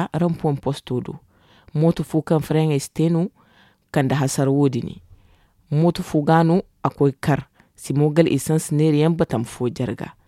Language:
Zarma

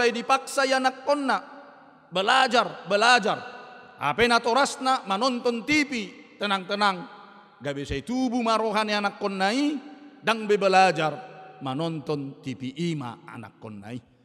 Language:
Batak Toba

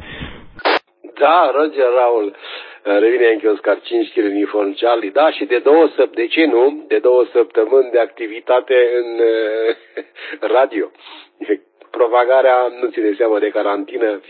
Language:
Romanian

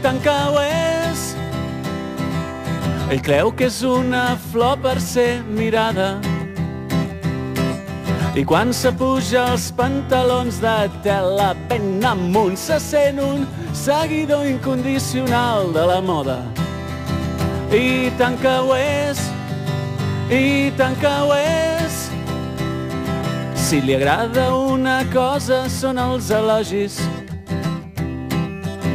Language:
Catalan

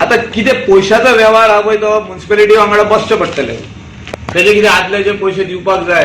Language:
Konkani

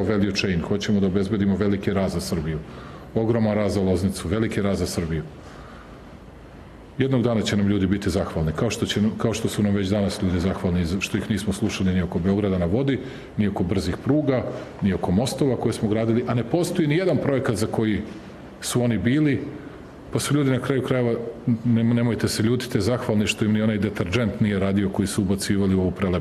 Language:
Serbian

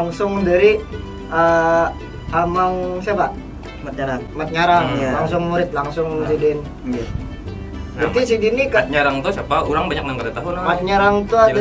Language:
Banjar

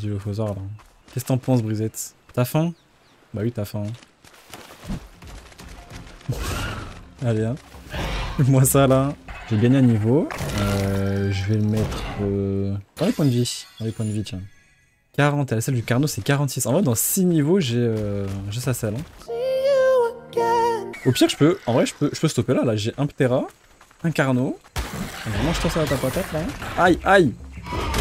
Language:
French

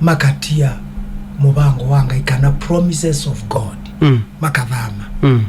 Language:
Kamba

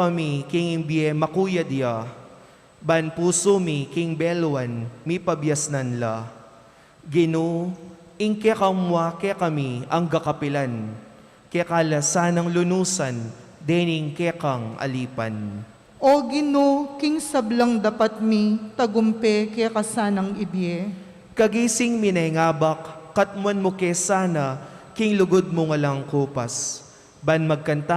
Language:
Pampanga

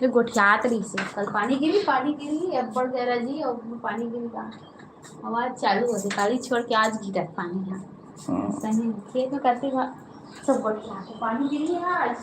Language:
Chhattisgarhi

